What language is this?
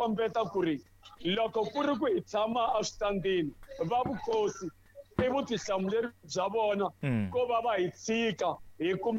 Tsonga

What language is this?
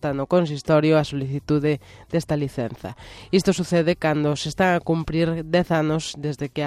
Galician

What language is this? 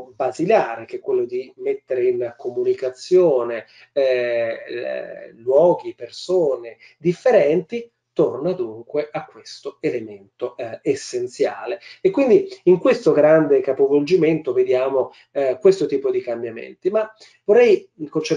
Italian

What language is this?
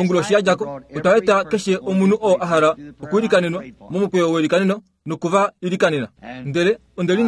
Kuanyama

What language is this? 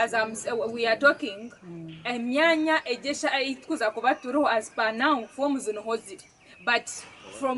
Nyankole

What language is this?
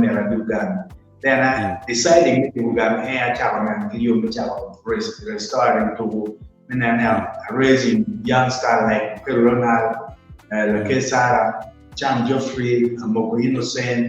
Acoli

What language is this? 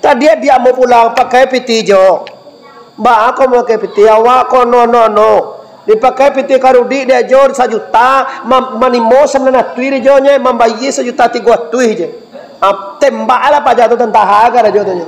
Minangkabau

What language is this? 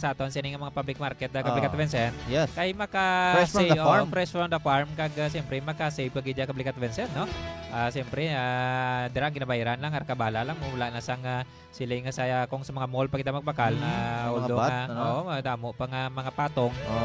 Hiligaynon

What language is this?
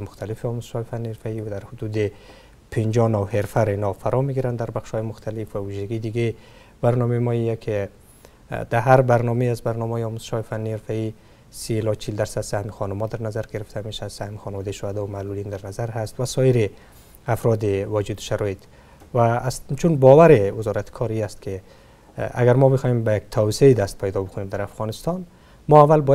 Persian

